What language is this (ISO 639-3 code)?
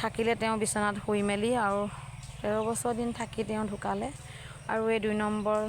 asm